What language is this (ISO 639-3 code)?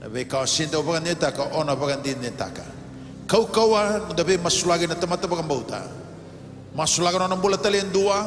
fij